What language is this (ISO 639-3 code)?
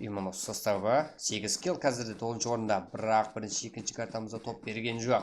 kaa